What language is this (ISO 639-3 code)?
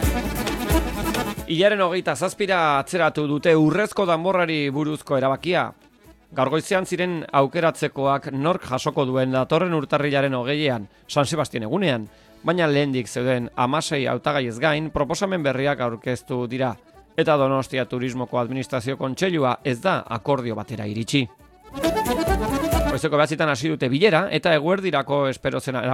eus